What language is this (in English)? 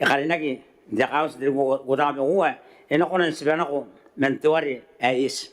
Gilbertese